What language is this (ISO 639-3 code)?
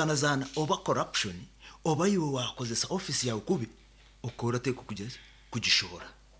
nyo